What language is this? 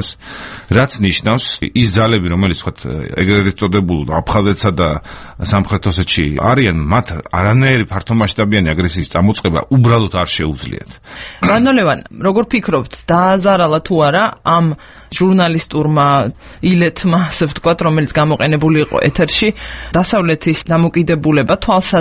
Georgian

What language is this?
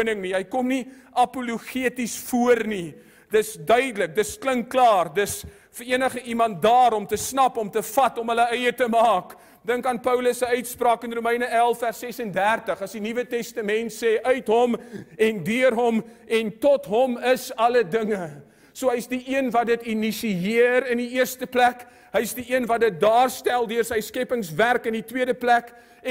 Afrikaans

